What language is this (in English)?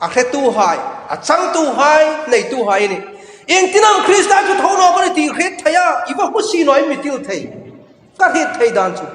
Hmar